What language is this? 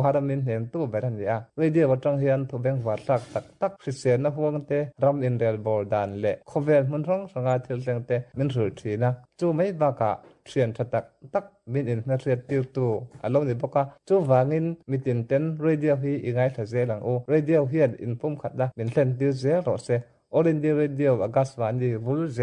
Mizo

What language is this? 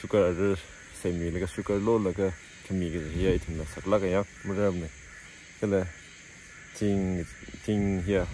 Tangkhul Naga (India)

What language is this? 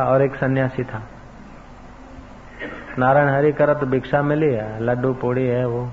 Hindi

